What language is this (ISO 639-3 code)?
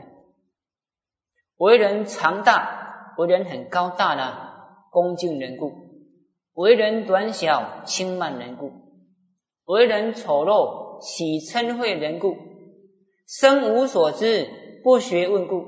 zho